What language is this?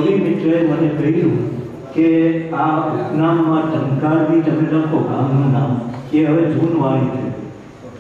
Gujarati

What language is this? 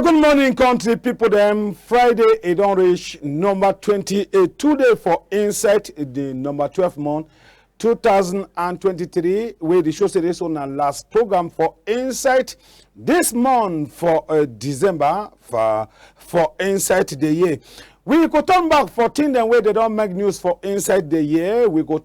Cameroon Pidgin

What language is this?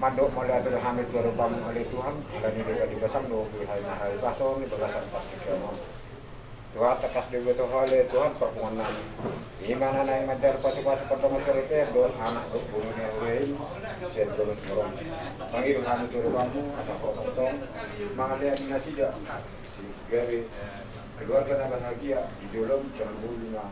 Batak Toba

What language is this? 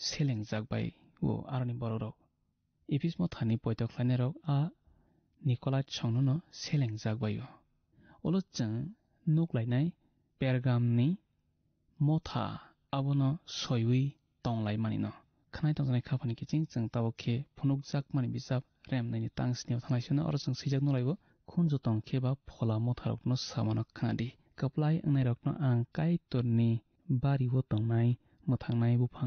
Kok Borok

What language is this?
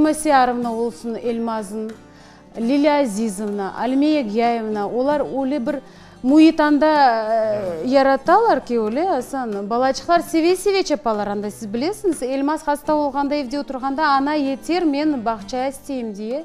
Crimean Tatar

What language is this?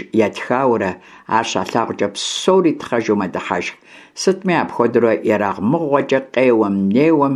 Kabardian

